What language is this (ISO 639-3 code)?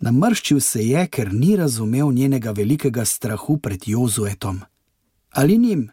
slv